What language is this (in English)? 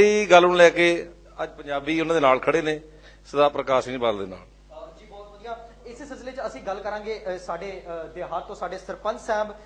Punjabi